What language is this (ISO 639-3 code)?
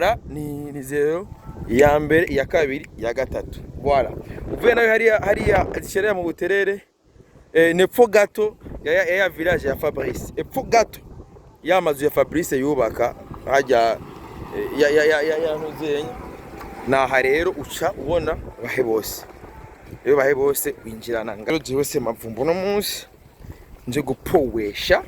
run